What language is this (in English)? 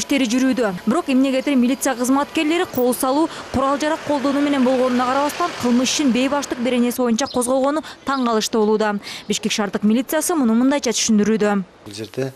Kyrgyz